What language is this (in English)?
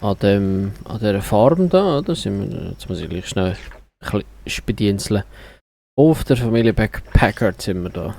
Swiss German